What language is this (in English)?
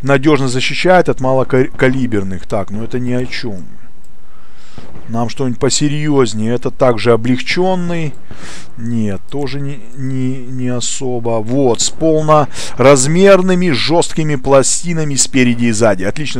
Russian